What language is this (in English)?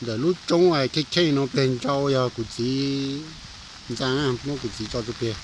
Hmong